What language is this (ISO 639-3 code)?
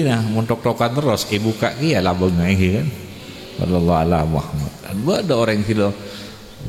mad